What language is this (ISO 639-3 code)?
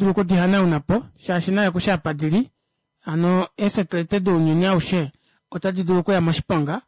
kua